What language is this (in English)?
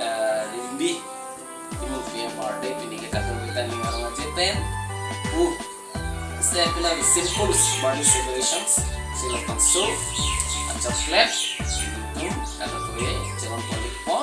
Karbi